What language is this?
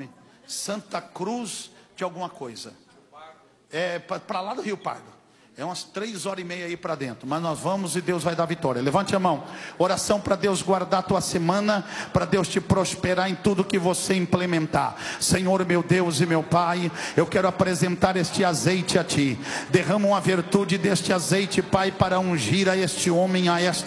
Portuguese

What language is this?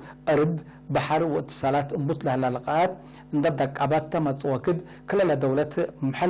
Tigre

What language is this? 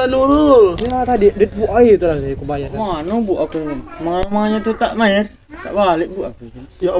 Musi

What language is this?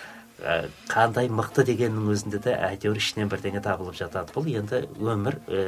Kazakh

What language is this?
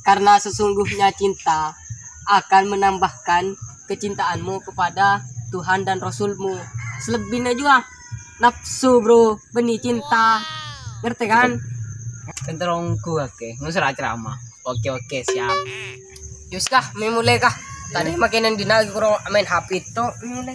Madurese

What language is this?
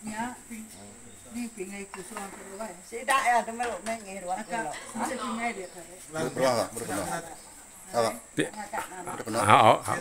Iban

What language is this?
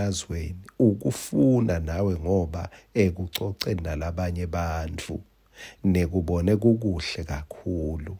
Swati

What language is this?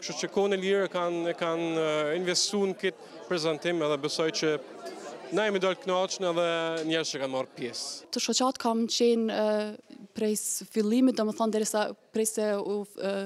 Albanian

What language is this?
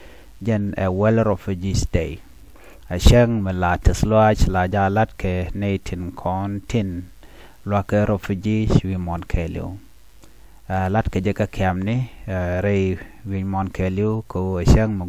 Nuer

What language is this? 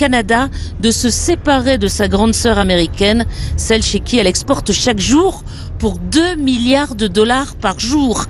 French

